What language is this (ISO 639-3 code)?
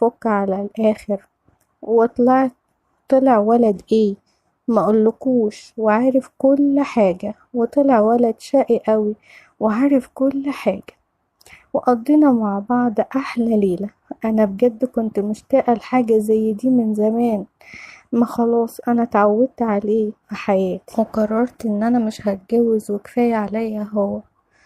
arz